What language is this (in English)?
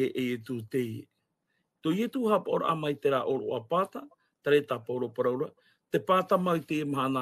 Tahitian